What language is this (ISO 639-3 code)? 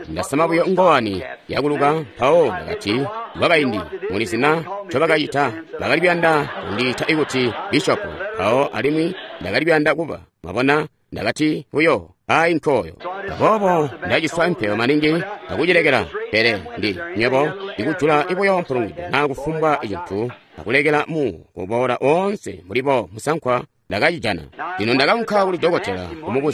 toi